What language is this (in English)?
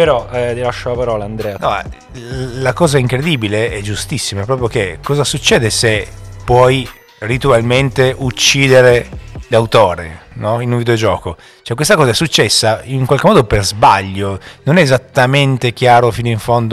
Italian